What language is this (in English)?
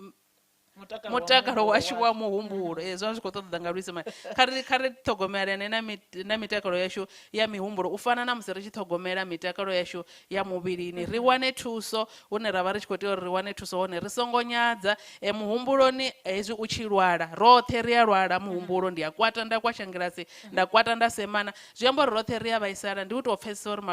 Venda